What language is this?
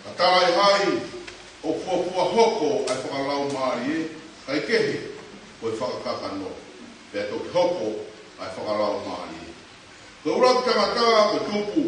Tongan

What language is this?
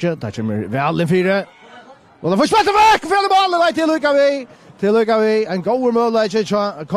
Faroese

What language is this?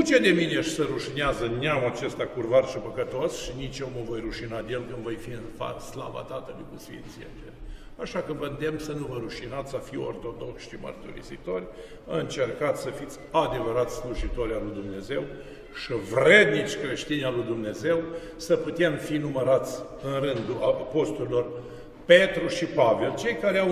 Romanian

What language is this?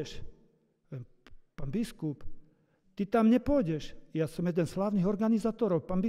Slovak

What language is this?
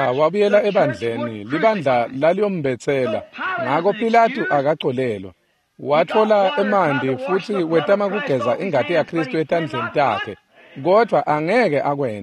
Swati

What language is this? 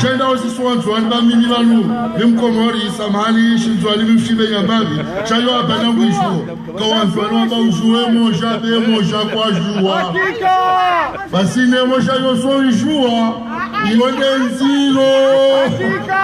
Ngazidja Comorian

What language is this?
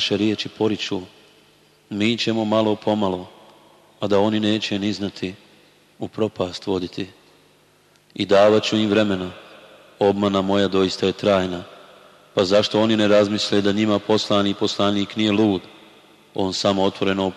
Bosnian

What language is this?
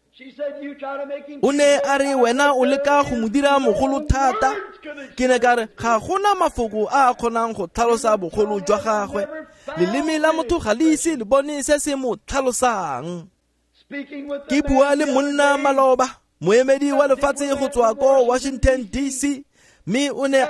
Tswana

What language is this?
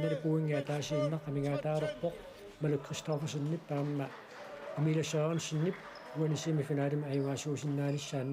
Kalaallisut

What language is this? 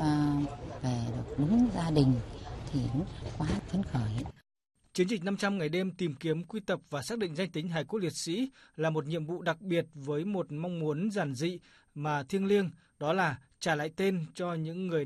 Vietnamese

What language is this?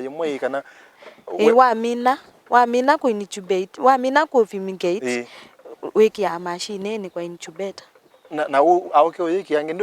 Kamba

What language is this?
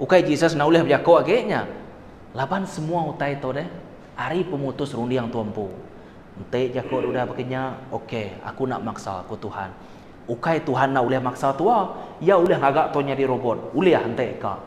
Iban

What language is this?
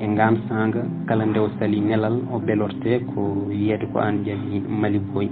Fula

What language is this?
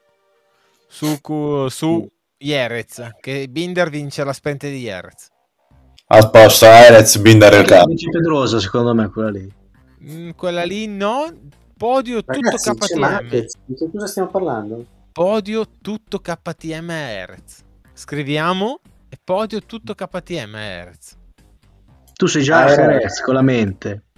Italian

